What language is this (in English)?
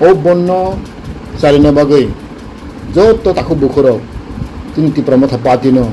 Riang (India)